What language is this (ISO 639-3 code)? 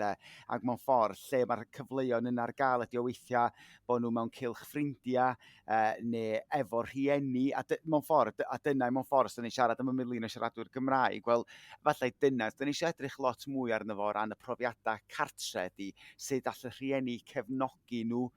cym